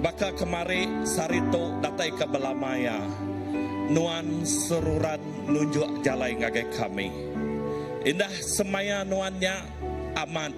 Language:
Iban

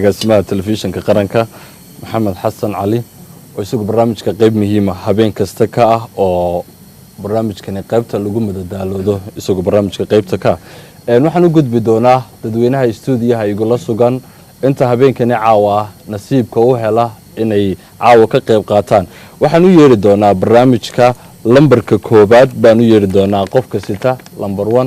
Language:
Somali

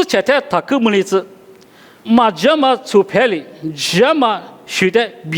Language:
Lisu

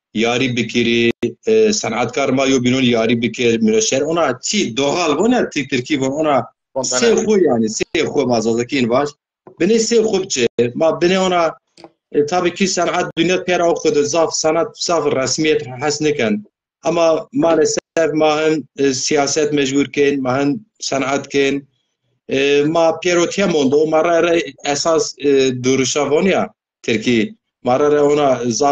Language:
Zaza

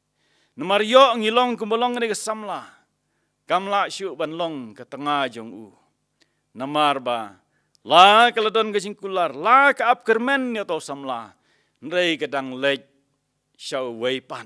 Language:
Khasi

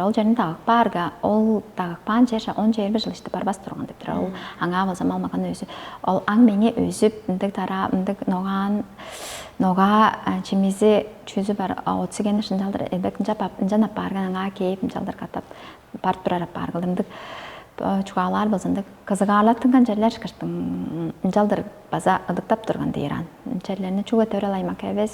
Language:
Tuvinian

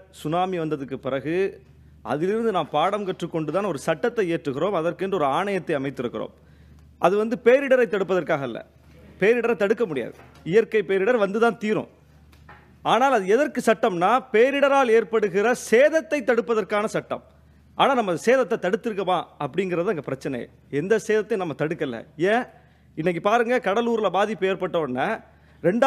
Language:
Tamil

